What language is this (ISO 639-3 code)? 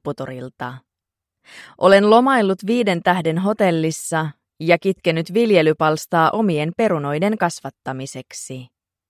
fin